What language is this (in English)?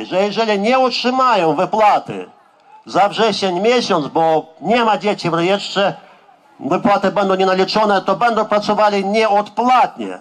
Polish